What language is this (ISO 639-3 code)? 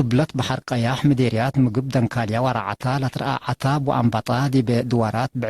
tig